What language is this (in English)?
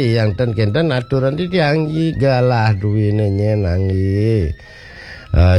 Balinese